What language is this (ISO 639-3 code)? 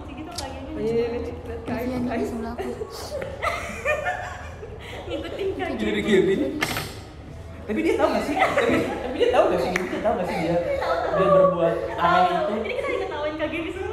ind